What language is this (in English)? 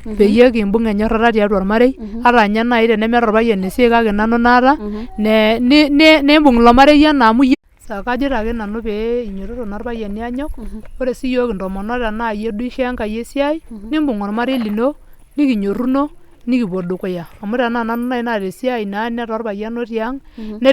Masai